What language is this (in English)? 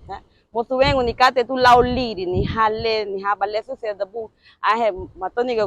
Garifuna